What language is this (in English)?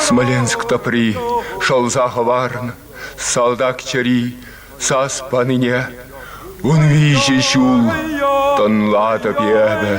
Chuvash